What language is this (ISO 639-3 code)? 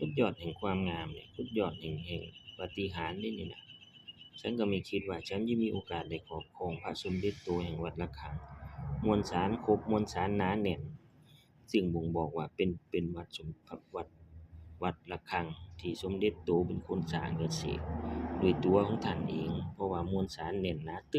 lao